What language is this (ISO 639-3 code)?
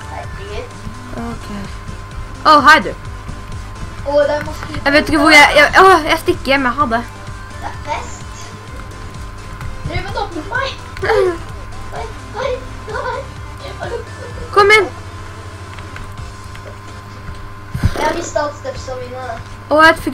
nor